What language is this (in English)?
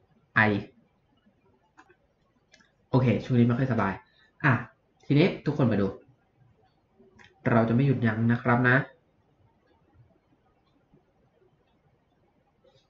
Thai